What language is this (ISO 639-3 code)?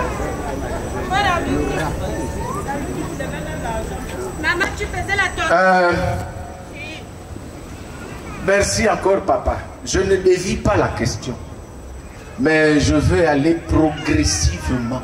fra